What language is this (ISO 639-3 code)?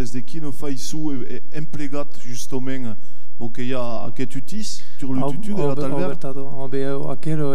oci